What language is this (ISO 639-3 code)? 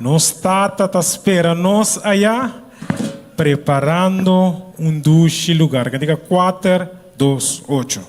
pap